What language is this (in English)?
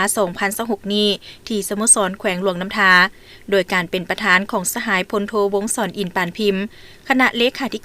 Lao